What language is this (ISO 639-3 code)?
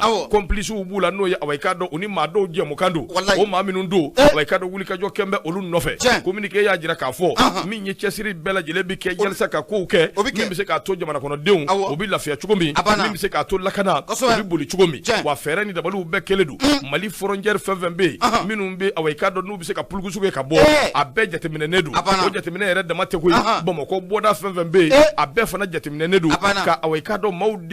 bam